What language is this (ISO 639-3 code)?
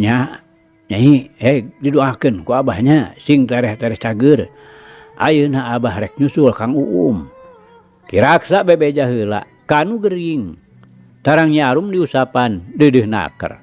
sun